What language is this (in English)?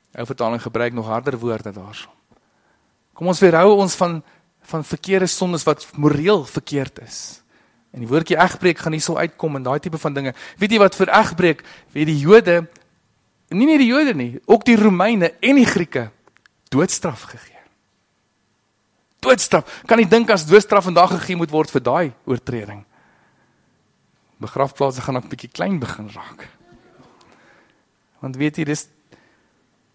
Afrikaans